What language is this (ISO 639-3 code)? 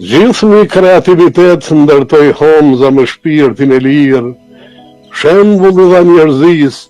sqi